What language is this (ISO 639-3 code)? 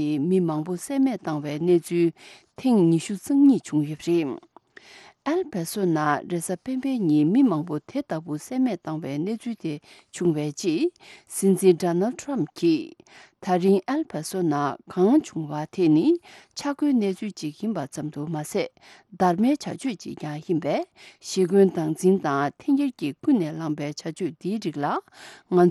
bod